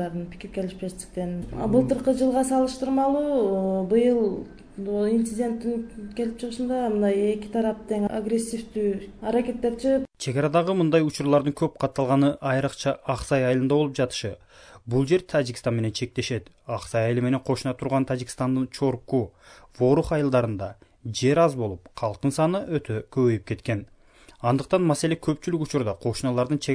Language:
Kyrgyz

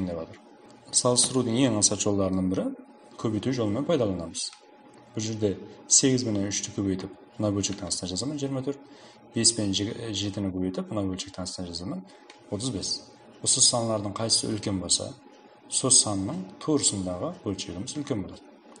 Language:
Kara-Kalpak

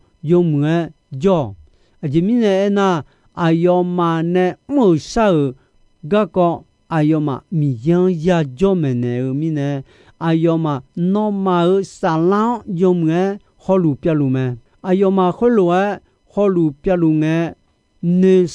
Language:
Akha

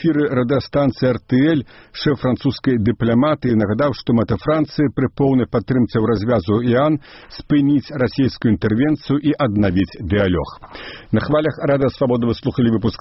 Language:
Belarusian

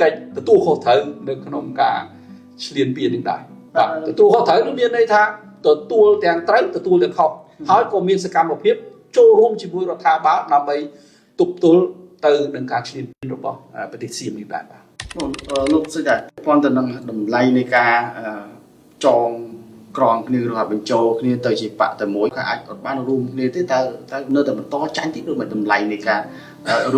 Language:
Khmer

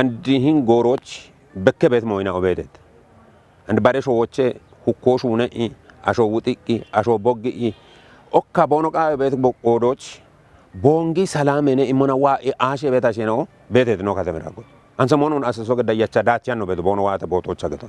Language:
Kafa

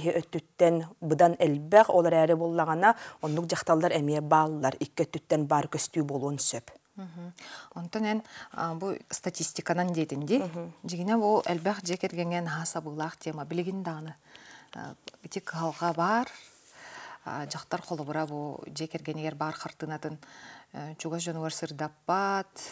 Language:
Yakut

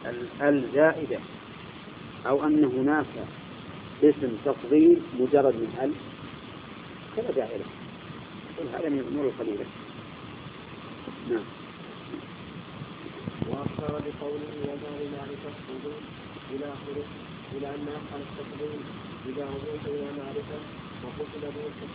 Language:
Arabic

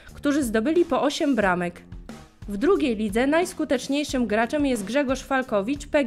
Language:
Polish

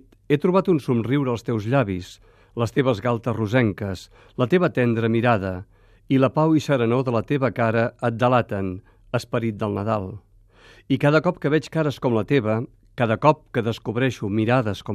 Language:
Catalan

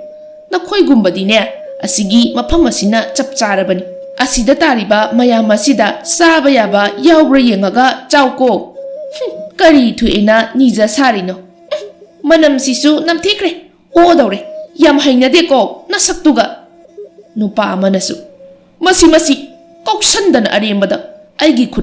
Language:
Manipuri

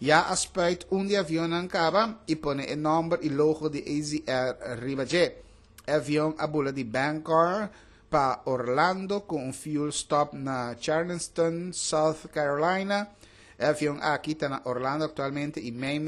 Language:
Papiamento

